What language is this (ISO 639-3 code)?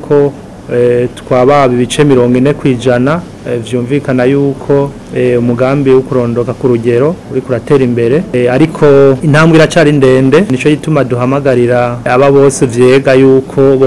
run